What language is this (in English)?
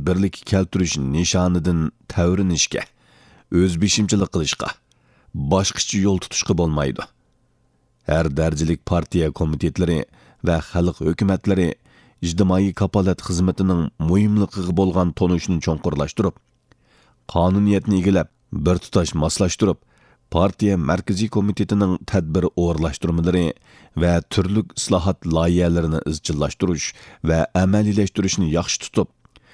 Uyghur